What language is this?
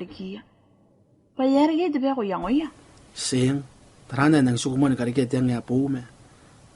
Gilbertese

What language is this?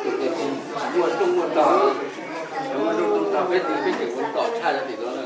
Hmong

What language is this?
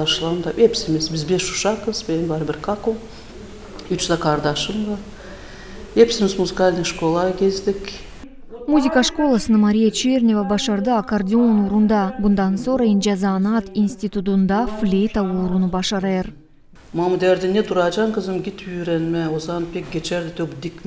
Gagauz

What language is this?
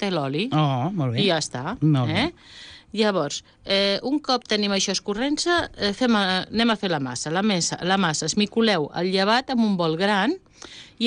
Catalan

